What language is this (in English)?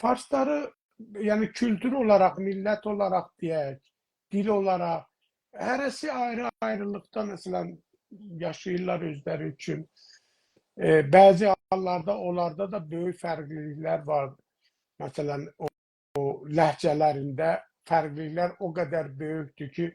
South Azerbaijani